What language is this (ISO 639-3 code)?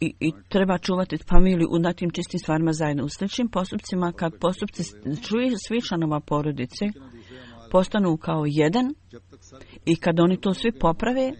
bos